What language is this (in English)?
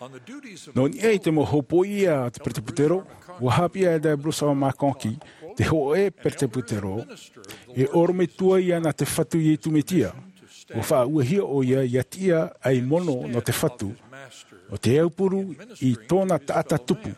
Tahitian